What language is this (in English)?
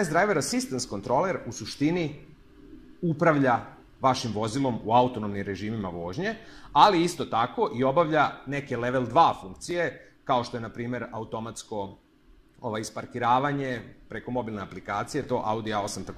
Serbian